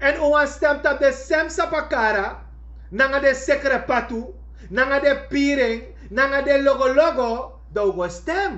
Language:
Sranan Tongo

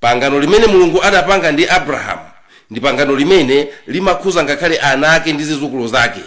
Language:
Nyanja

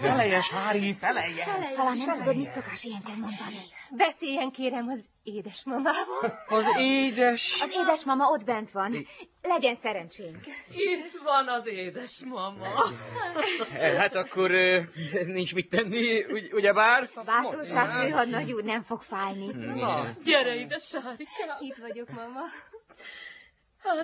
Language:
Hungarian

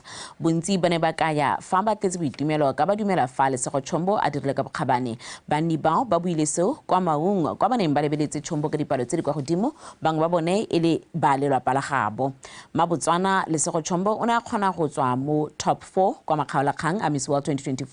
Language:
Tswana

